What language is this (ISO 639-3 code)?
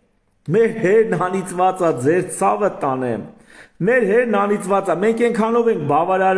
hye